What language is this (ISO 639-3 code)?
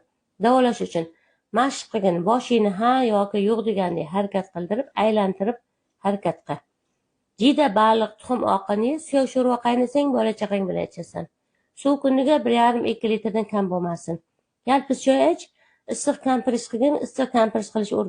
uzb